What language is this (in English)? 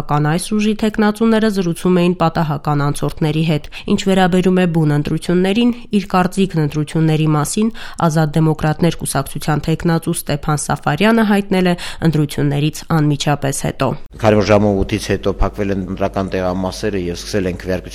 Armenian